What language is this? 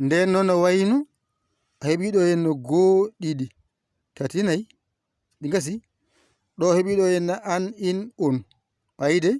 Fula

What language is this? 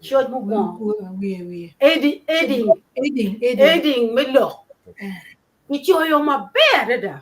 Acoli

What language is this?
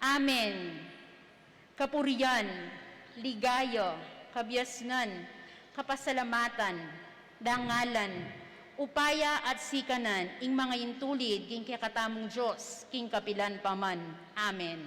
Pampanga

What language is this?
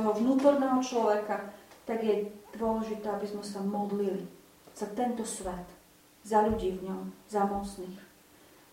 Slovak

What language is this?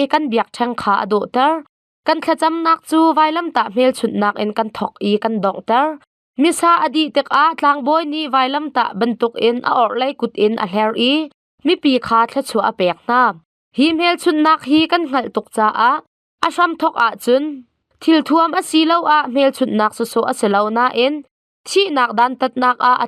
Hakha Chin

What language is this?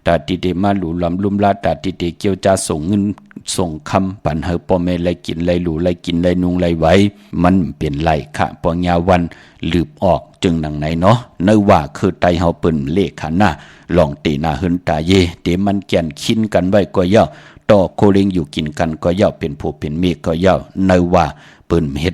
Shan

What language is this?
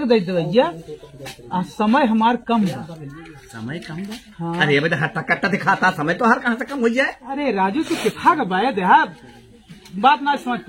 Awadhi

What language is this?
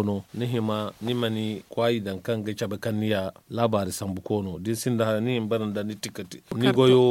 Zarma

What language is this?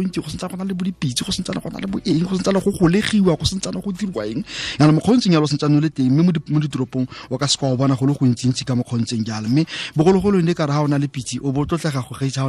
Tswana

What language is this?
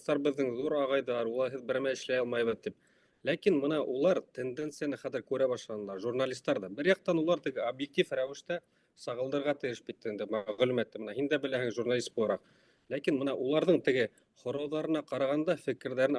Bashkir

